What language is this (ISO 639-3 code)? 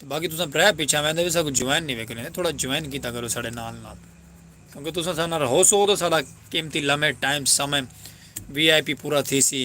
skr